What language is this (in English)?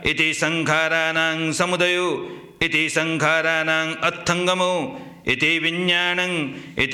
Pali